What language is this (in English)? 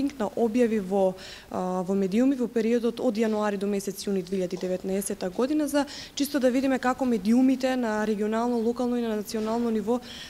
Macedonian